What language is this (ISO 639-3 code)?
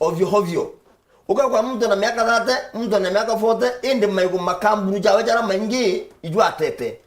mer